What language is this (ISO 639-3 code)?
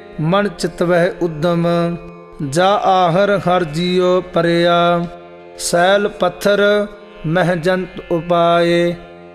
pan